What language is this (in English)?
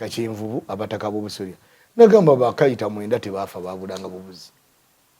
Ganda